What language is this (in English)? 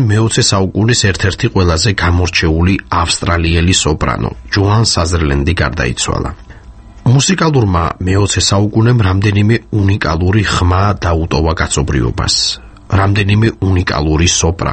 Georgian